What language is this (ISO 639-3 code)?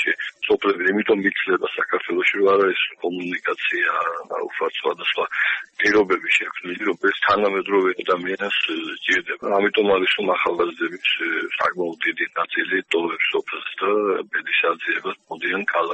kat